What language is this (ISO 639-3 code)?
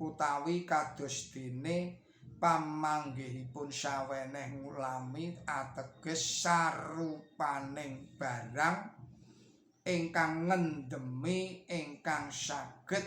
jav